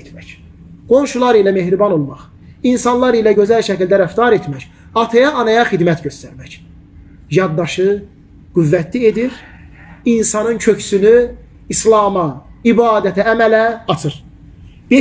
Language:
Azerbaijani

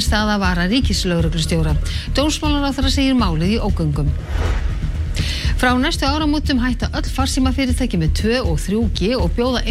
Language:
Icelandic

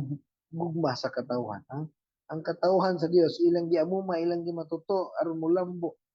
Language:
Cebuano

